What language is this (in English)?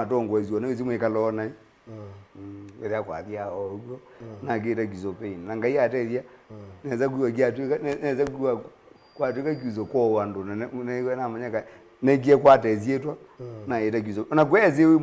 Kamba